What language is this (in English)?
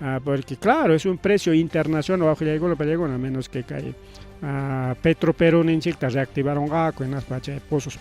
Ayacucho Quechua